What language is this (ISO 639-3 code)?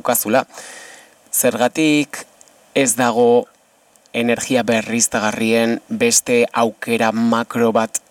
eus